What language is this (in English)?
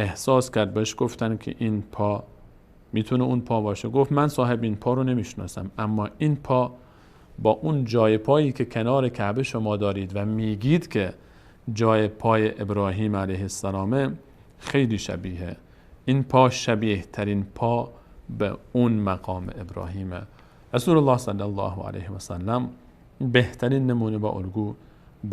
Persian